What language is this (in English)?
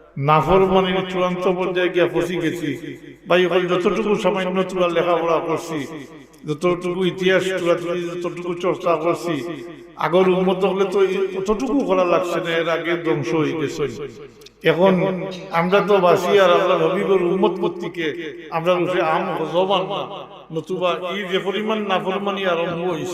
Sylheti